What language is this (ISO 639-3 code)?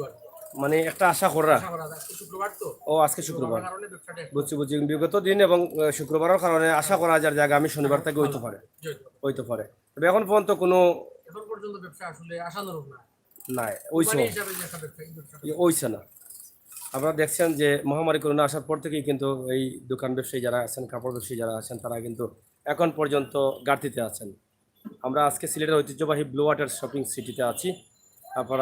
syl